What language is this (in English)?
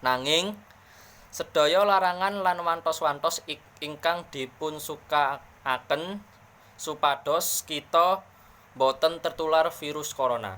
Javanese